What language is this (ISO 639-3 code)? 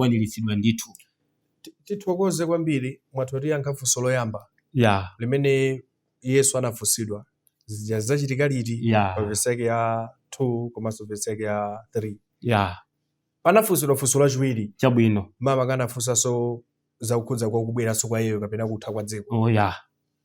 nya